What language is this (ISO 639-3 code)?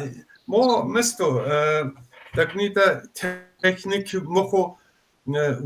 kbd